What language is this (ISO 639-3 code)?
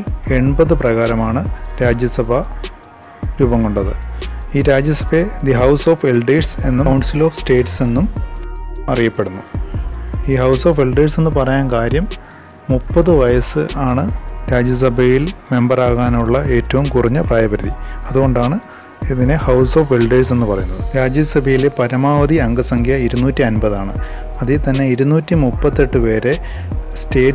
mal